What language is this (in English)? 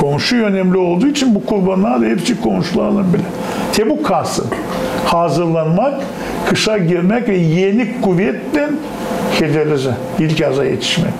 Gagauz